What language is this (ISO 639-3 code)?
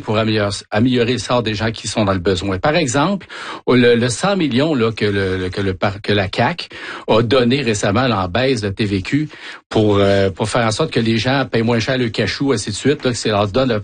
fra